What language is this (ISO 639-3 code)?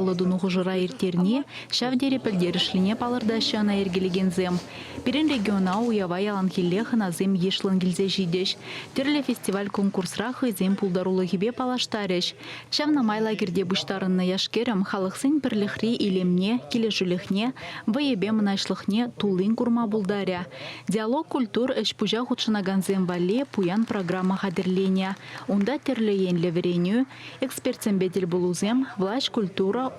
chv